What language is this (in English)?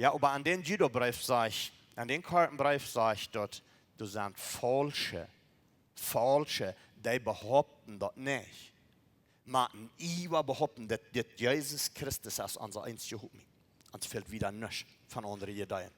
Plautdietsch